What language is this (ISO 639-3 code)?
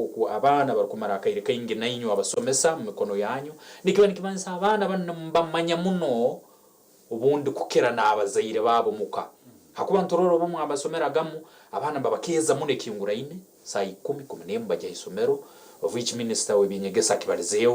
nyn